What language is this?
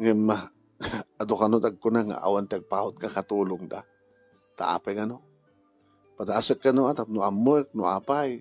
Iloko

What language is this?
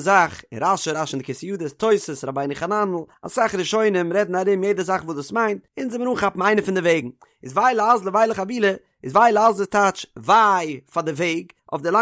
Yiddish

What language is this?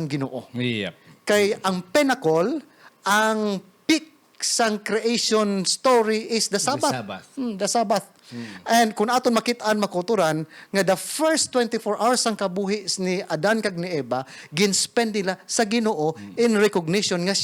Hiligaynon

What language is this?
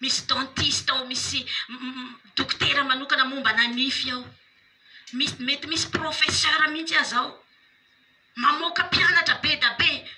Malagasy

